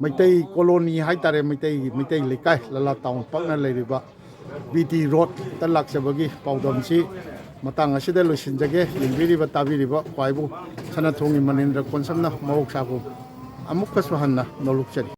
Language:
Manipuri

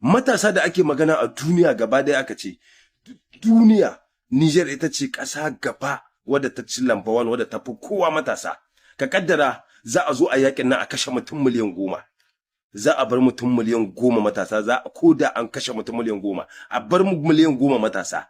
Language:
Hausa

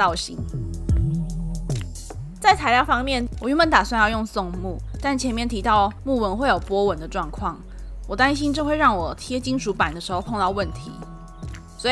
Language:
Chinese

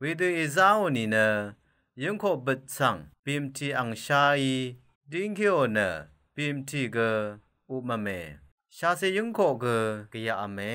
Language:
Rawang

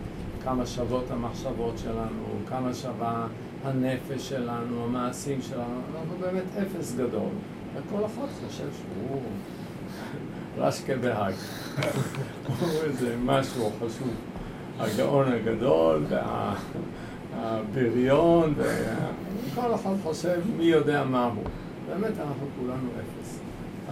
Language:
Hebrew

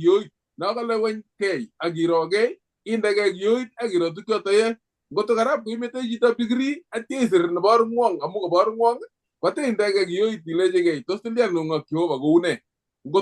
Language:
Kalenjin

